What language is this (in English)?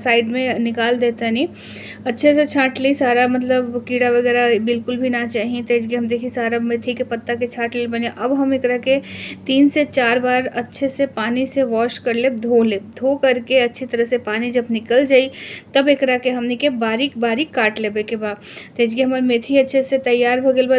Bhojpuri